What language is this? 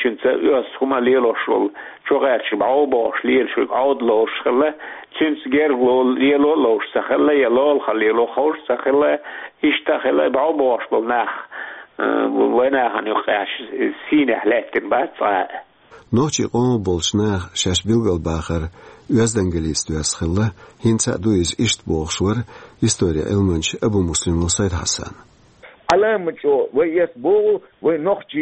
Chechen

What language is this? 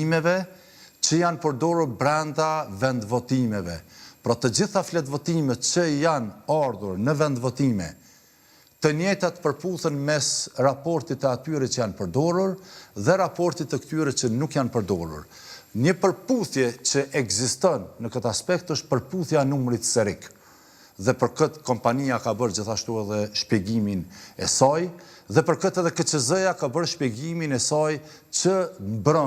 Albanian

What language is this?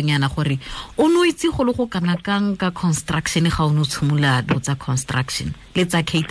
Tswana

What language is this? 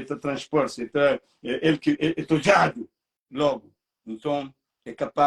Kabuverdianu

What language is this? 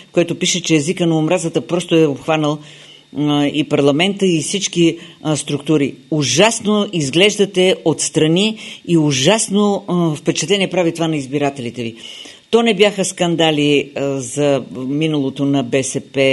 Bulgarian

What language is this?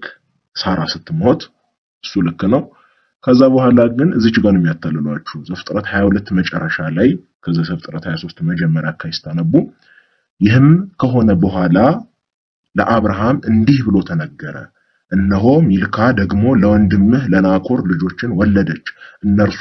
Amharic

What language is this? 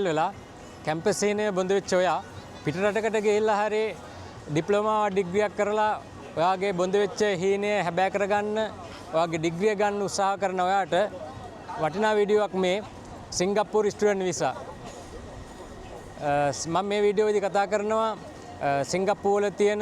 Sinhala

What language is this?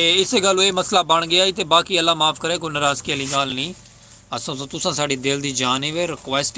Saraiki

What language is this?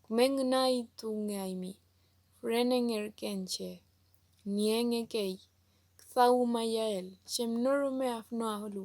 Mapuche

